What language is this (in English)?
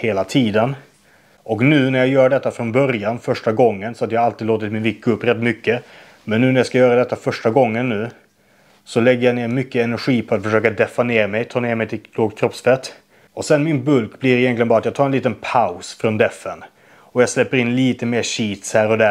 Swedish